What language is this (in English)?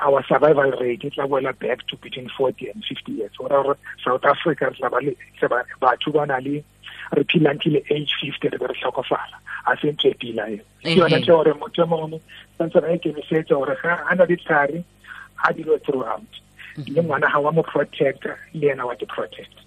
Tswana